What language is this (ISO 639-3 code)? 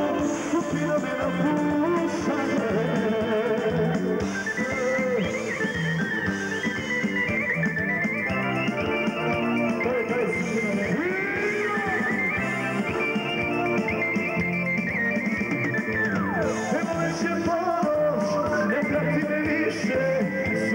hrv